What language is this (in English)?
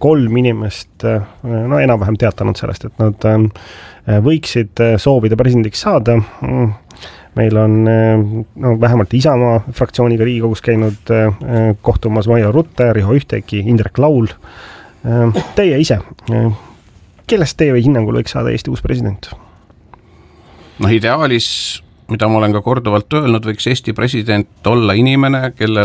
Estonian